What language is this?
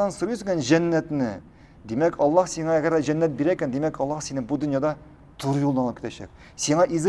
Tatar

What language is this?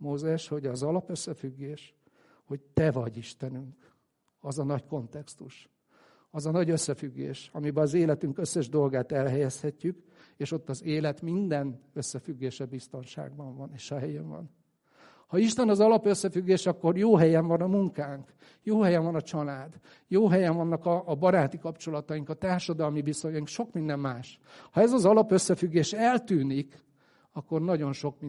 Hungarian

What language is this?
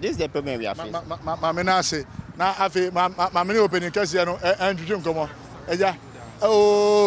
Akan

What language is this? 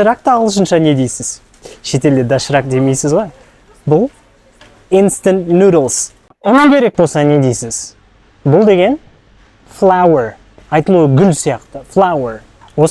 Kazakh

